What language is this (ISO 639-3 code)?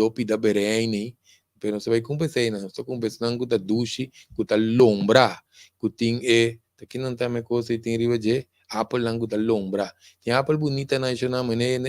pap